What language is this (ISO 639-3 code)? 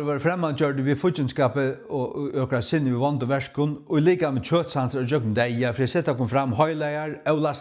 fao